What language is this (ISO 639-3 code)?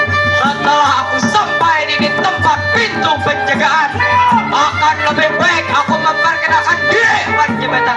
bjn